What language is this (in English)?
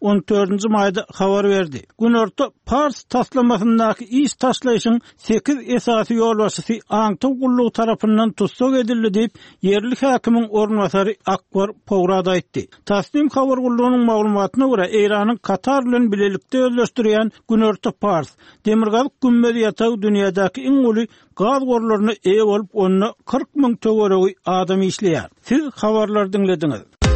Turkmen